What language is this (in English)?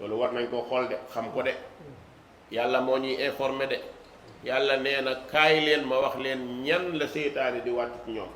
Wolof